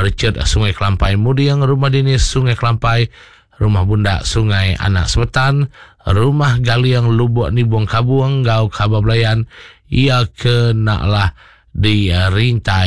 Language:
Iban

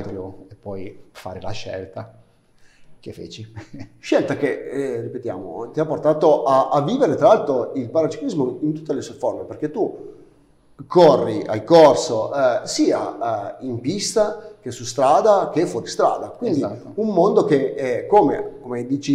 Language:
Italian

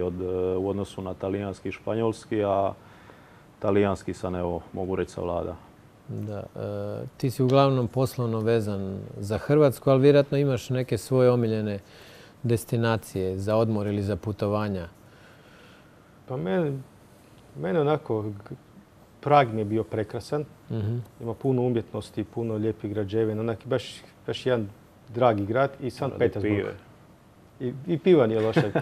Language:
Croatian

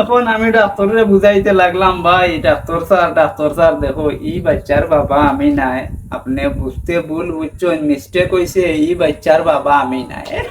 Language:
Sylheti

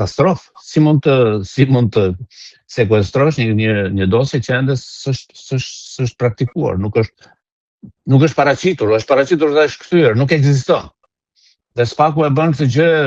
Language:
Albanian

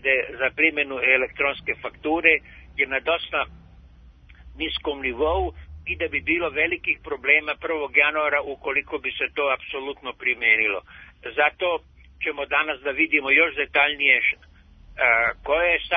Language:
Serbian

